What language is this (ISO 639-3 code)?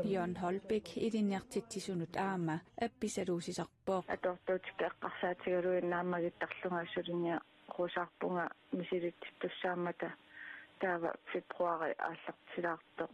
kal